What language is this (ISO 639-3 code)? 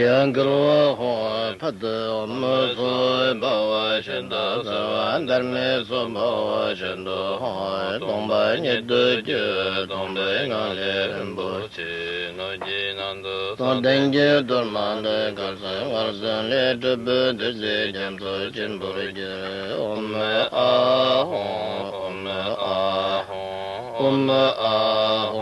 bod